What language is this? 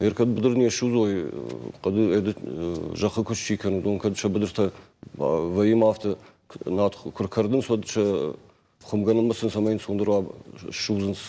Ossetic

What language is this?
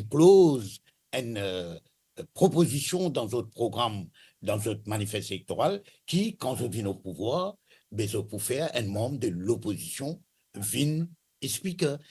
Morisyen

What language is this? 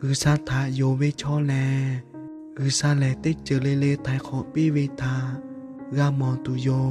Lahu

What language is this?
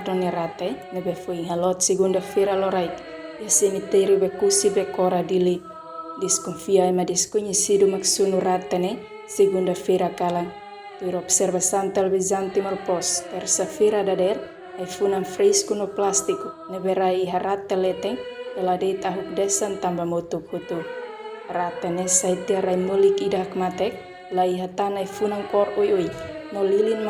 Tetum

